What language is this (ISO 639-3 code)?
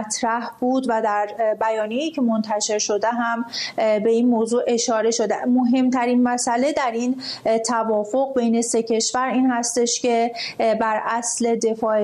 fas